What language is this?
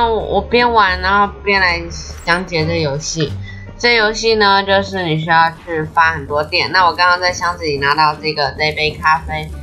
Chinese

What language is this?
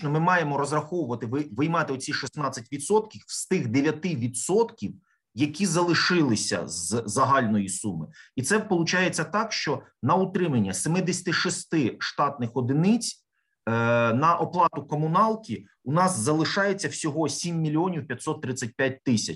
Ukrainian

